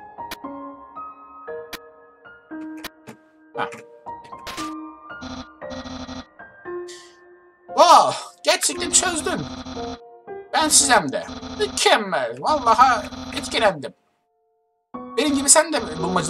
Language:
Turkish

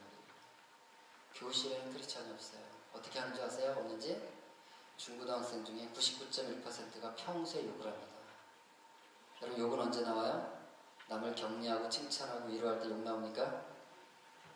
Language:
Korean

